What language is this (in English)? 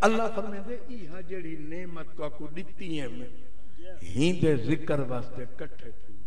Saraiki